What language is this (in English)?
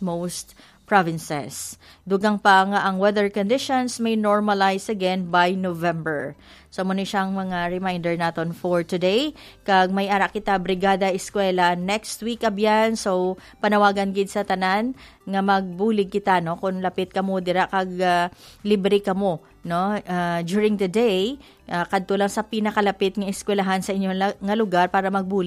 Hiligaynon